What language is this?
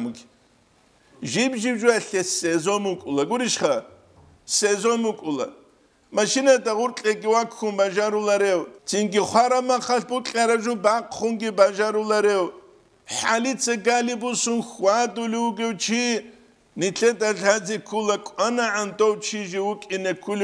Avaric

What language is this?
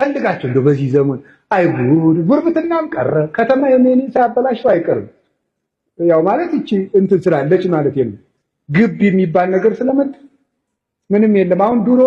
Amharic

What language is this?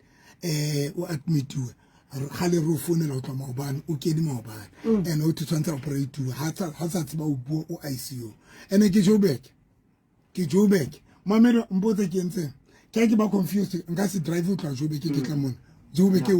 Southern Sotho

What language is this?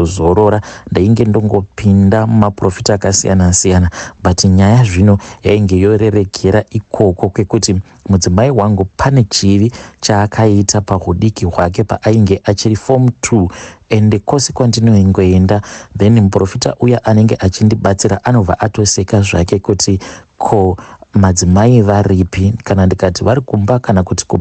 Shona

